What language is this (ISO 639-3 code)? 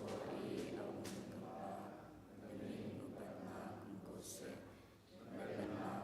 cnh